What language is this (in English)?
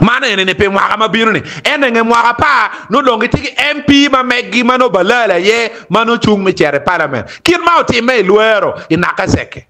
Acoli